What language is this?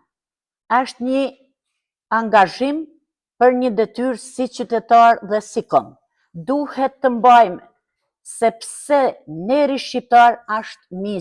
Albanian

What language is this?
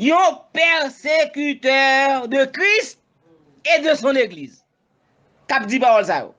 Haitian Creole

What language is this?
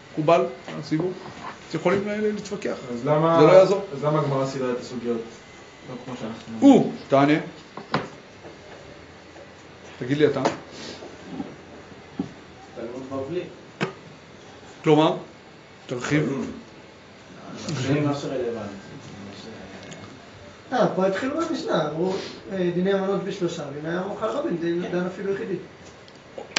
Hebrew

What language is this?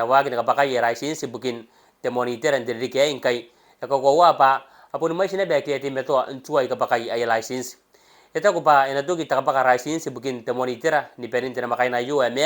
Gilbertese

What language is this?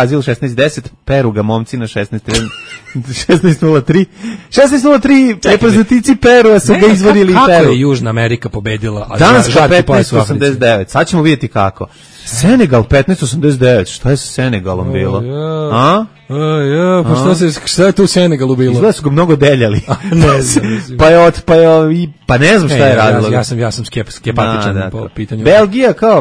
Serbian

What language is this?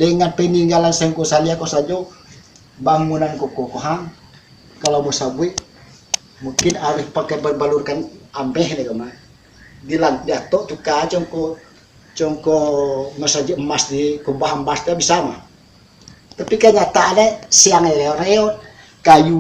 Minangkabau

